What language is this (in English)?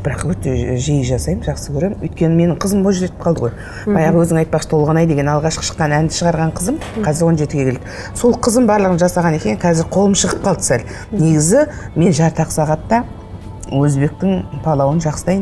Kazakh